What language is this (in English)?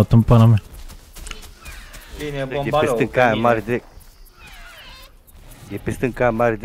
Romanian